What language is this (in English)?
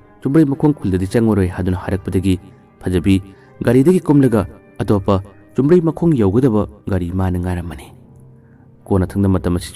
Manipuri